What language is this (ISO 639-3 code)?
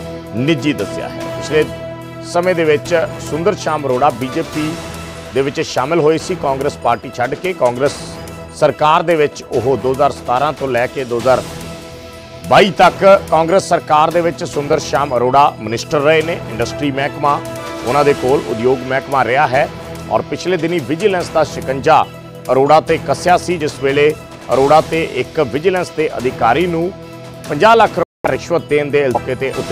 pan